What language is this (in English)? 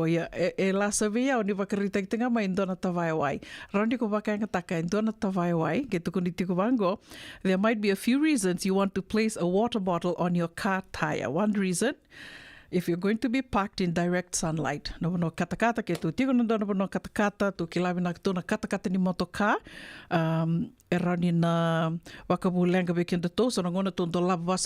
Fijian